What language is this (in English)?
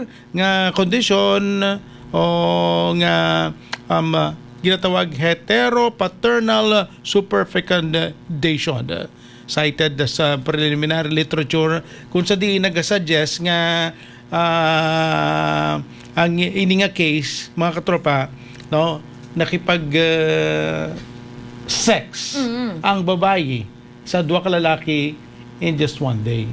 Hiligaynon